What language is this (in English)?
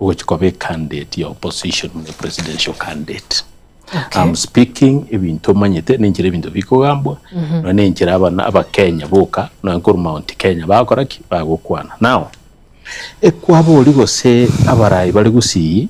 Gusii